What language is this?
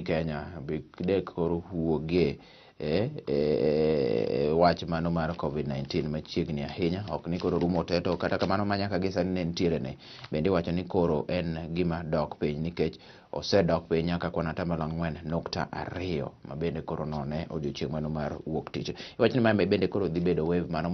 Luo (Kenya and Tanzania)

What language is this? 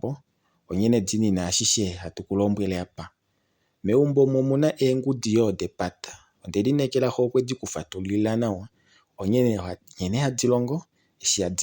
Kuanyama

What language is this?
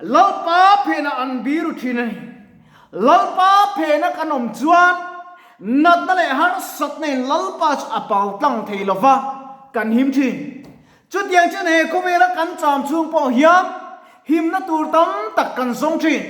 Mizo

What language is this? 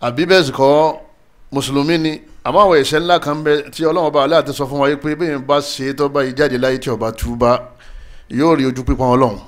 Yoruba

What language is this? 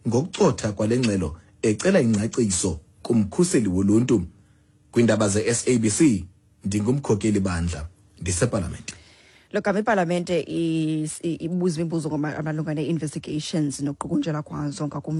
Xhosa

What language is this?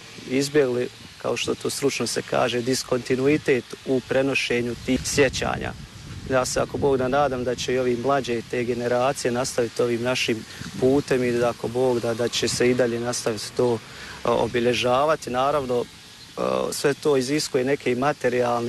Bosnian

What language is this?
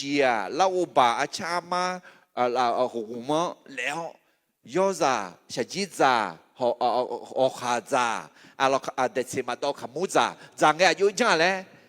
Akha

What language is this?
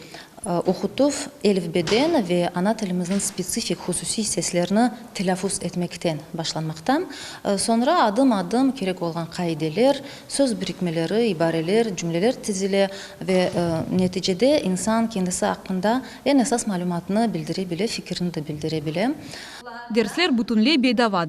Crimean Tatar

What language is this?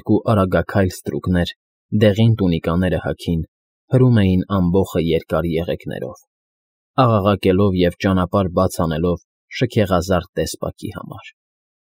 Armenian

